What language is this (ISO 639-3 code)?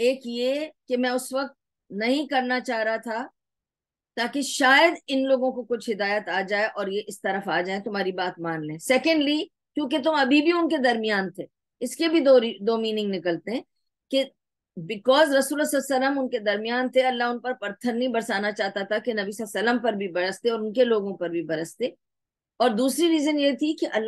urd